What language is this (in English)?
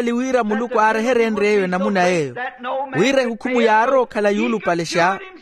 Makhuwa